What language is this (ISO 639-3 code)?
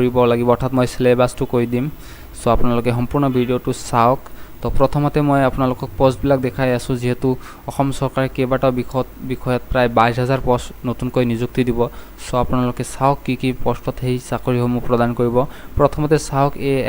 asm